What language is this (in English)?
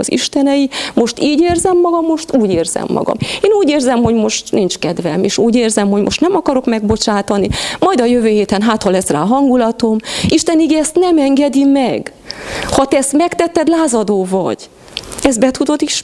Hungarian